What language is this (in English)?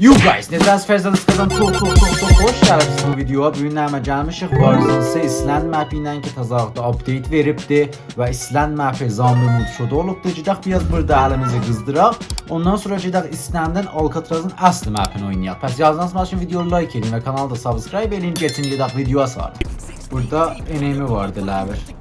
South Azerbaijani